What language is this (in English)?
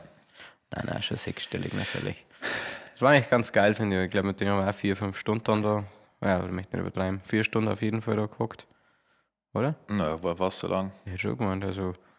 Bavarian